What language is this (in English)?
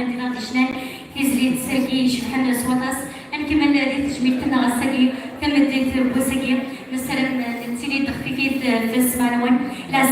Kabyle